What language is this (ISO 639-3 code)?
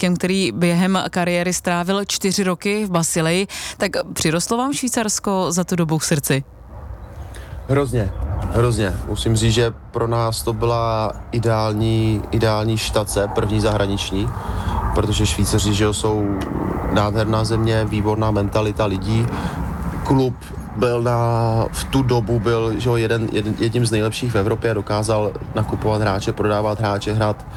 ces